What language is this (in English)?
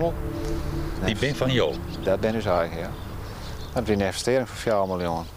Western Frisian